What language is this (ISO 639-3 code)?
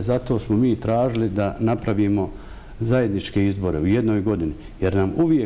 bos